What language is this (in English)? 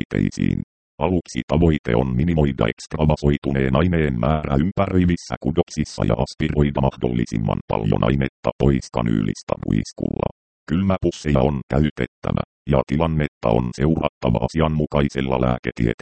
Finnish